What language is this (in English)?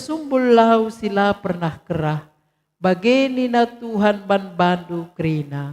Batak Karo